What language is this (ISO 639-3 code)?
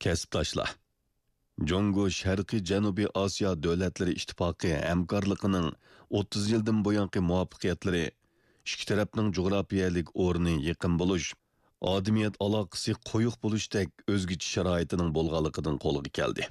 uig